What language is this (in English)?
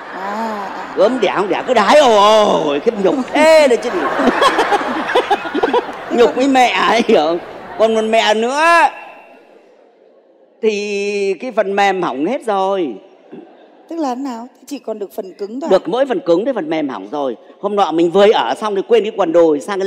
Vietnamese